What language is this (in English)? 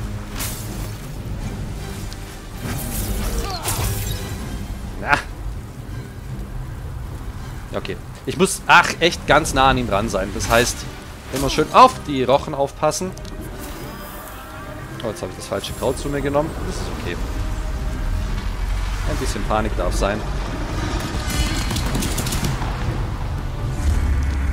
German